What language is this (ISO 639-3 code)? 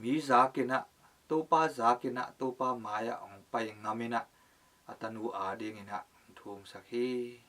ctd